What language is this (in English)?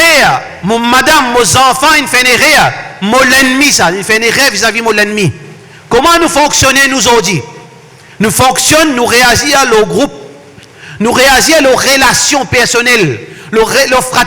Morisyen